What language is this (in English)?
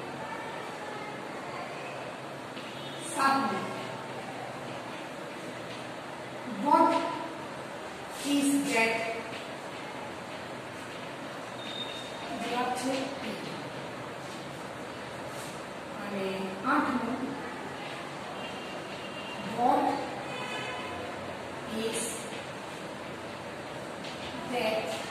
Gujarati